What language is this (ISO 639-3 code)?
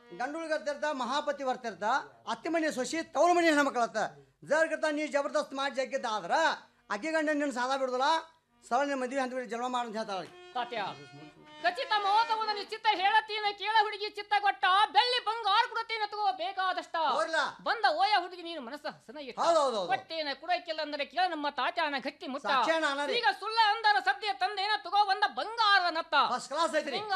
kan